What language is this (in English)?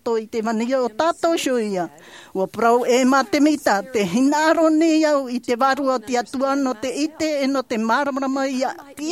Tahitian